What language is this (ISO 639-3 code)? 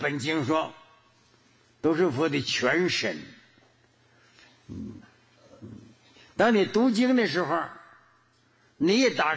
zho